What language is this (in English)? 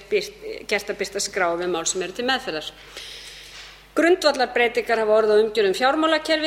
Icelandic